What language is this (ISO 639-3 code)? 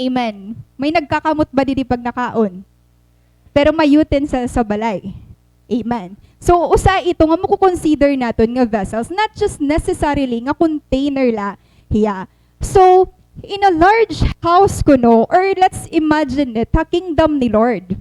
war